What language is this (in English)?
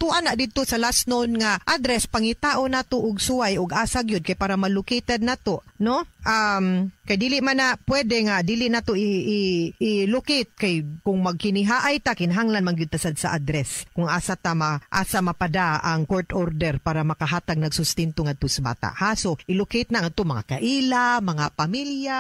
Cebuano